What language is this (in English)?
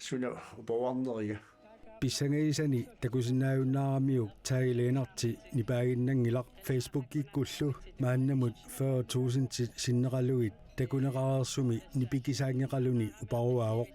Kalaallisut